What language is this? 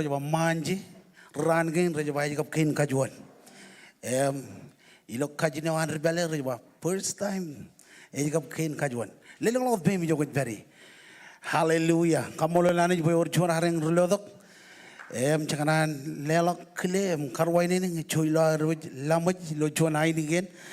Marshallese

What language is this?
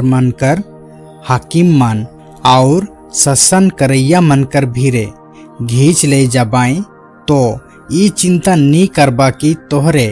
Sadri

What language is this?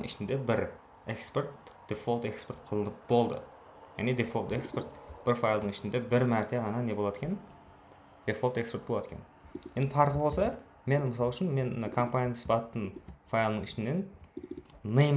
Kara-Kalpak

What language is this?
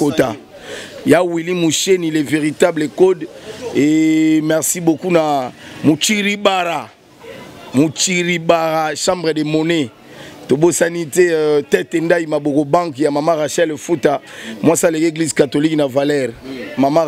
Lingala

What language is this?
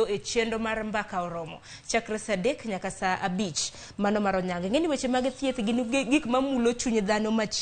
Luo (Kenya and Tanzania)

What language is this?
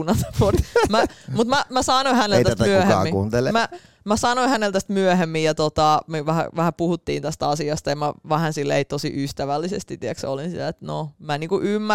Finnish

